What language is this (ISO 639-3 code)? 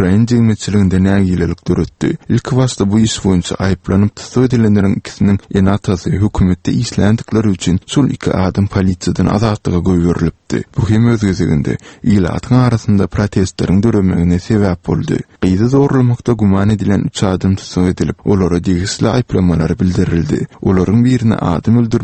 tuk